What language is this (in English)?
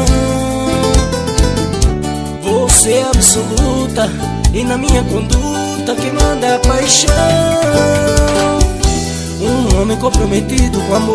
Portuguese